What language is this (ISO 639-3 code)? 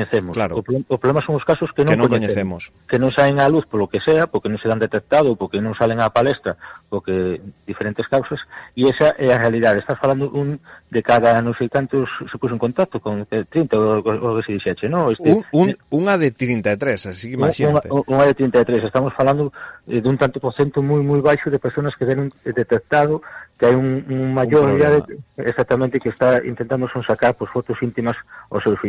glg